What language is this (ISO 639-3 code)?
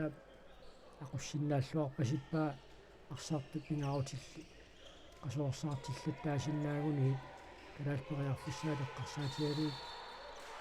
kal